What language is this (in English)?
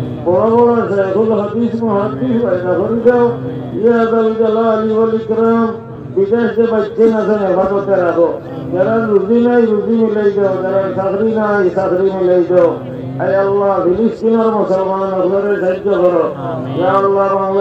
Sylheti